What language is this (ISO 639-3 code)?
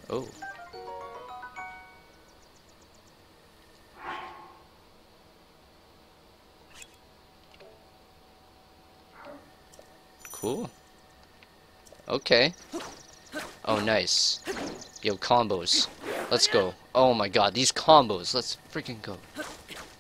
eng